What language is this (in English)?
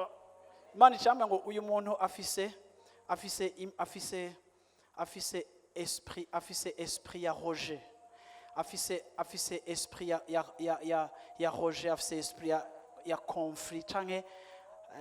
Rundi